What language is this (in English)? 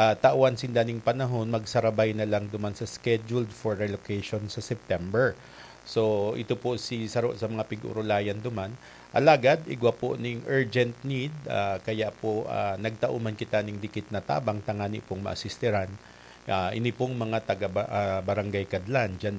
Bikol